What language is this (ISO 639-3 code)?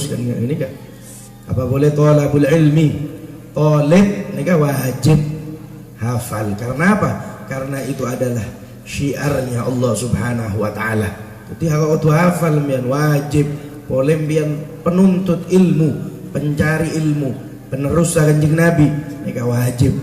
mad